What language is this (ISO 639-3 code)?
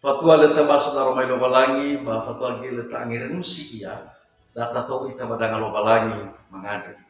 nia